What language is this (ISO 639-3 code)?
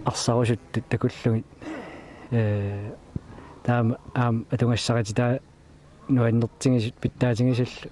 kal